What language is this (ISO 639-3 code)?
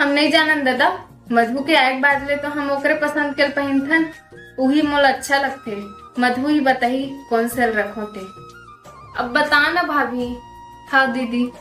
hne